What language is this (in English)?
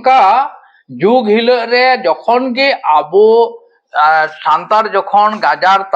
Santali